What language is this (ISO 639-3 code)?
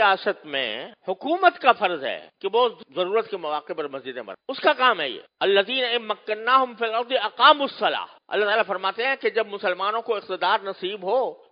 urd